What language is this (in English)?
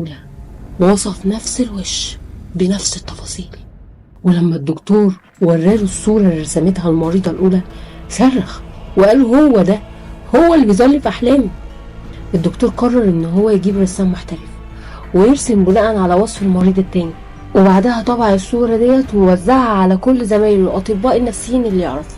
Egyptian Arabic